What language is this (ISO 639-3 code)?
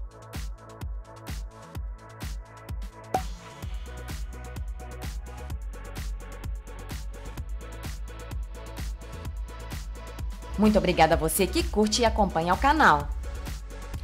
por